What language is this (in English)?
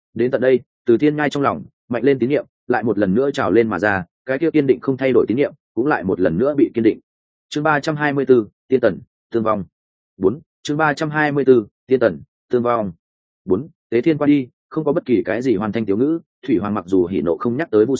Vietnamese